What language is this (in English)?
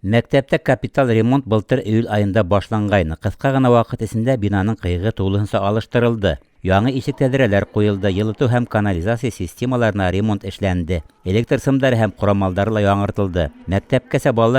Bashkir